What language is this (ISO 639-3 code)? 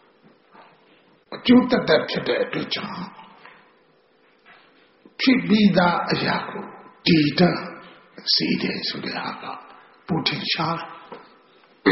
mya